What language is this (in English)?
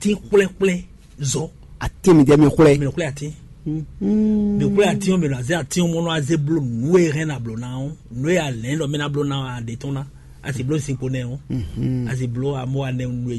Fon